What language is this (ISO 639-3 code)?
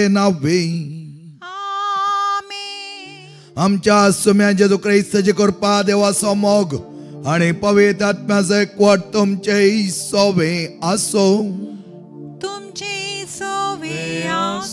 kok